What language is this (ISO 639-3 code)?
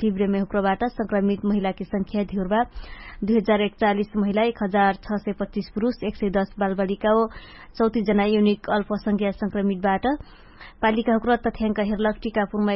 thl